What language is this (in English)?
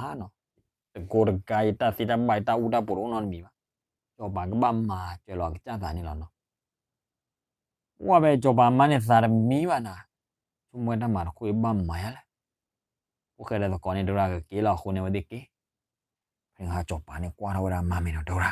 S'gaw Karen